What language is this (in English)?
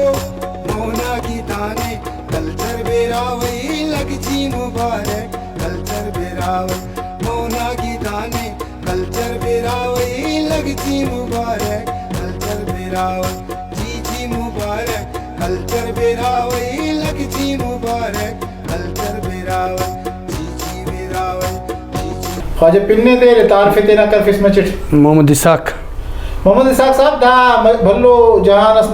Brahui